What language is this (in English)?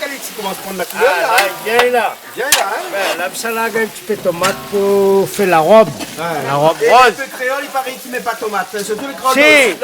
Réunion Creole French